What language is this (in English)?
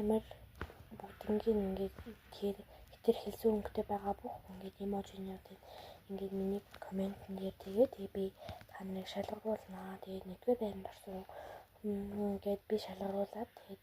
Mongolian